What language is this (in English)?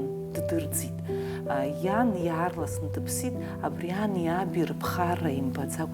Abkhazian